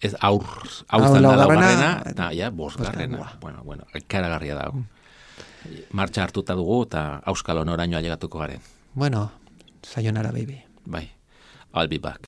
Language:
Basque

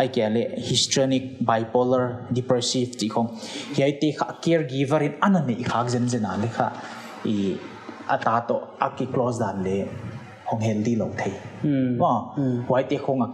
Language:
Paite Chin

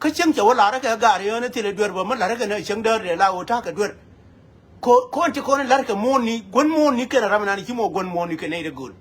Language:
Nuer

